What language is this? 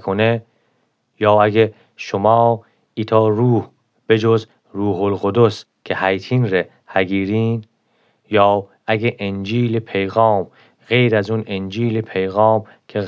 Gilaki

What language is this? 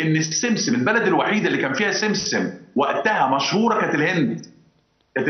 Egyptian Arabic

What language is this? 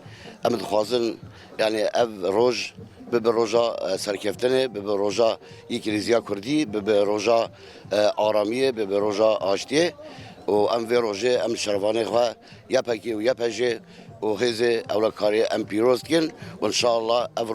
Kurdish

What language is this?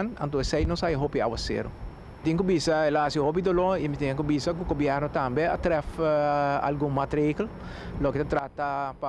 Papiamento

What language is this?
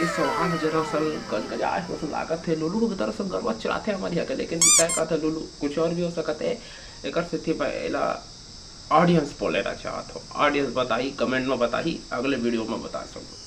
Chhattisgarhi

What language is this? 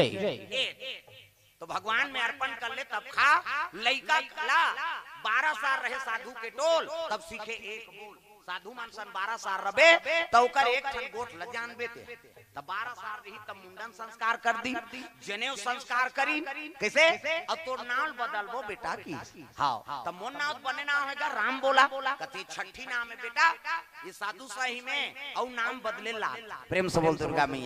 Chhattisgarhi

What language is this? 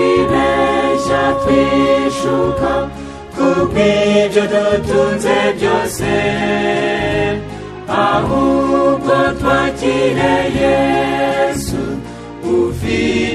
Kinyarwanda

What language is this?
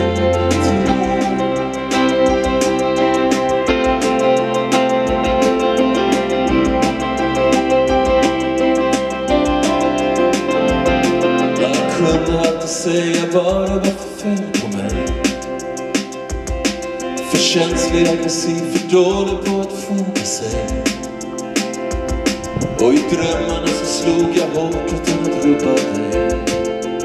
Swedish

